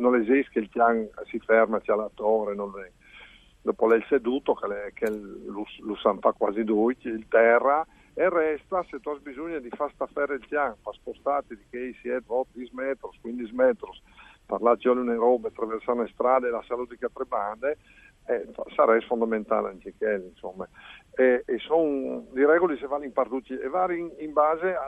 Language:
Friulian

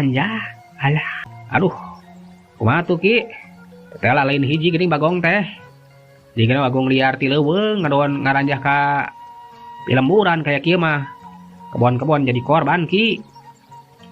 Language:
Sundanese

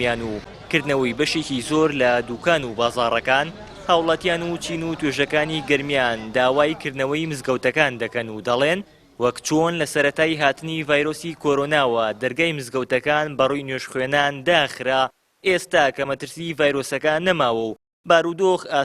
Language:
Central Kurdish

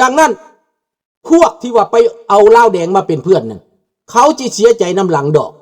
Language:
Lao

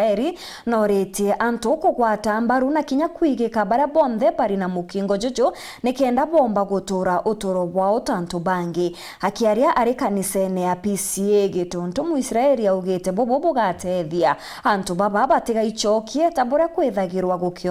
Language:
Meru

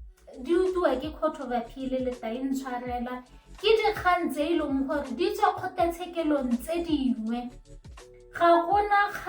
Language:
Tswana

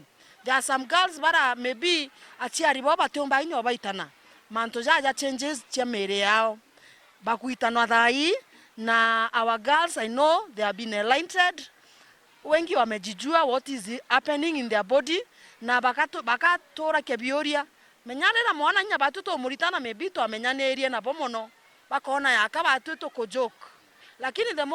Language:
Meru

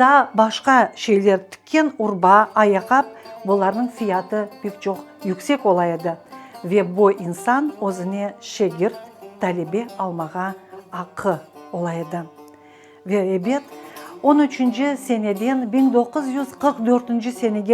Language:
Crimean Tatar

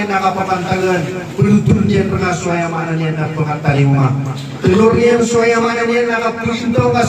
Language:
Maranao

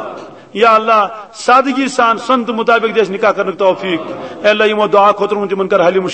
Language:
Kashmiri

